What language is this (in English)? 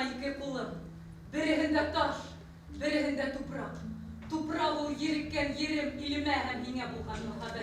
Bashkir